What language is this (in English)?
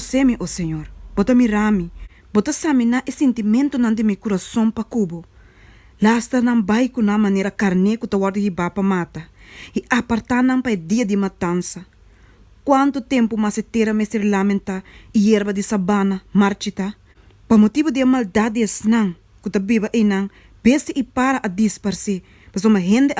Papiamento